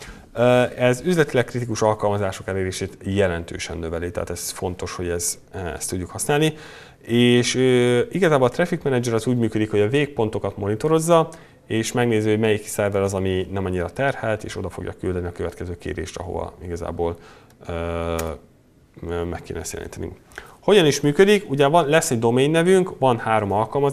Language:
Hungarian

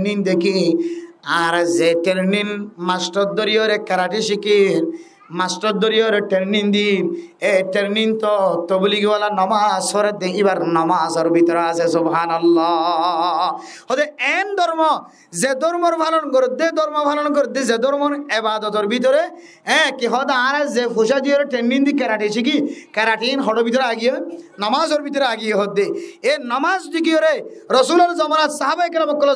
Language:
Rohingya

